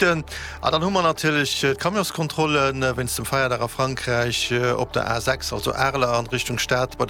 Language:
Luxembourgish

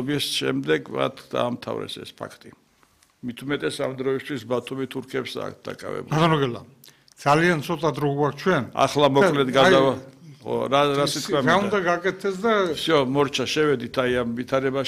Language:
Georgian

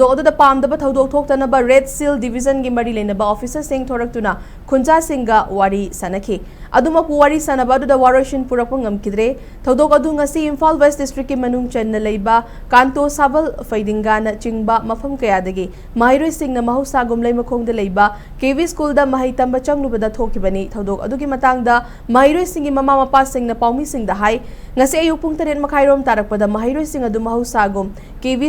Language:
Manipuri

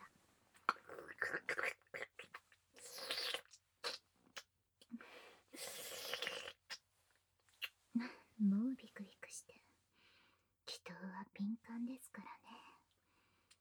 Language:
Japanese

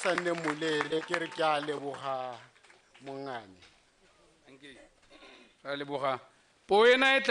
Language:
Tswana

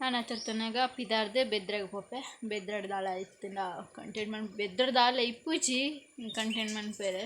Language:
Tulu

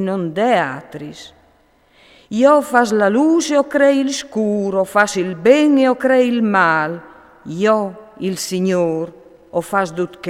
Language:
Friulian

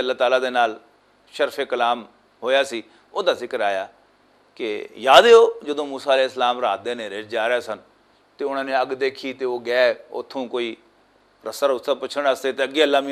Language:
Western Panjabi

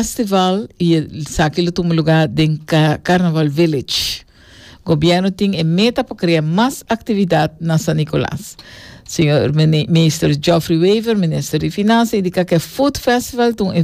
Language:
Papiamento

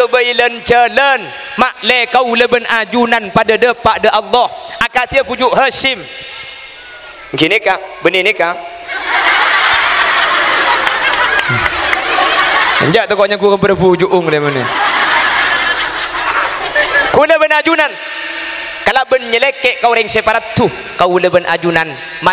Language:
Madurese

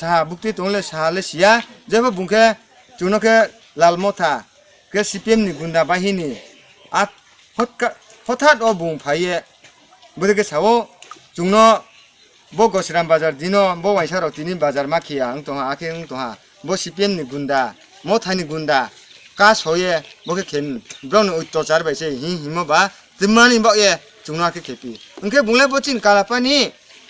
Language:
Riang (India)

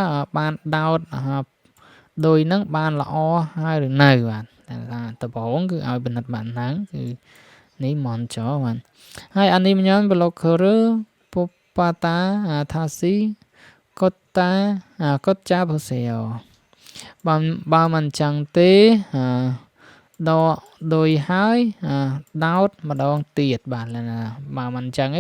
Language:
Khmer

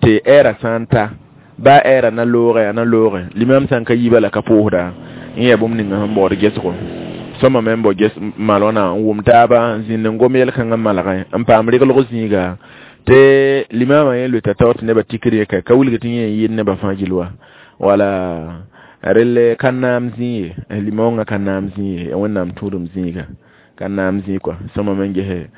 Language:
Mossi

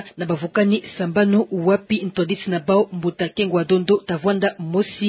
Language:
Kituba (Democratic Republic of Congo)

